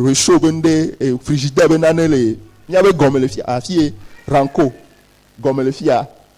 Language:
Ewe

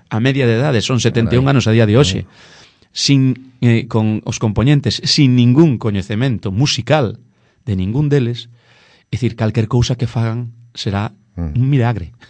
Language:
Galician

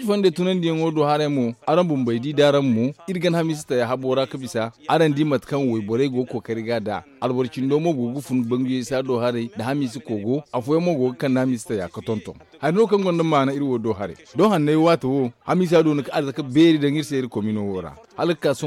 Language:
Zarma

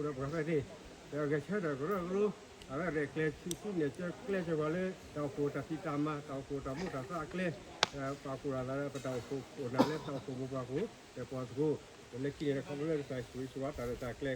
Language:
S'gaw Karen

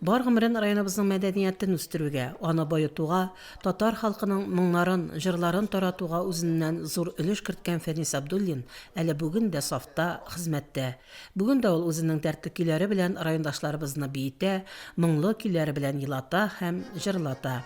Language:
Tatar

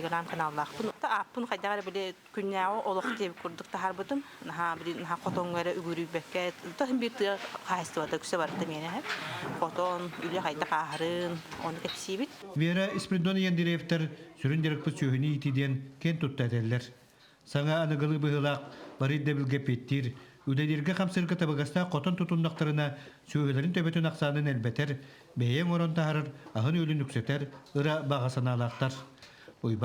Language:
Yakut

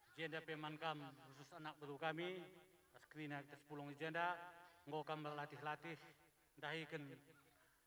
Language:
Batak Karo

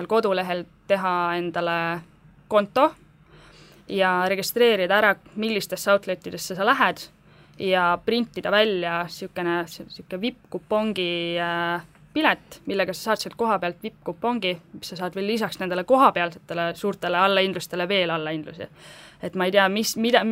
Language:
Estonian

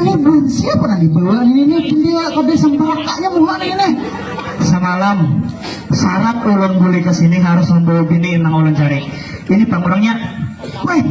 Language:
Banjar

